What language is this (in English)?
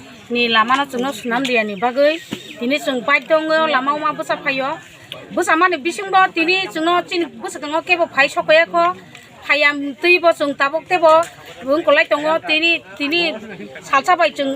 Kok Borok